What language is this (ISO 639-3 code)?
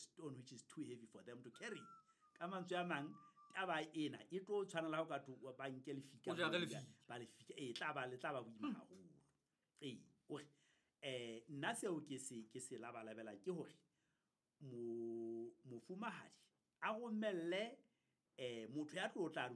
sot